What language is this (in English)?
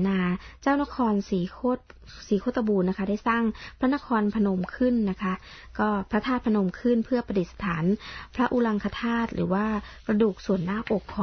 Thai